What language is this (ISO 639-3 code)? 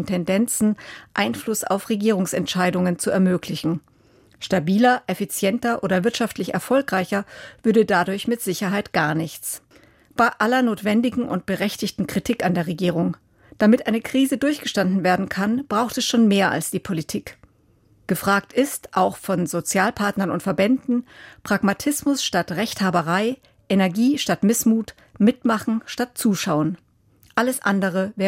deu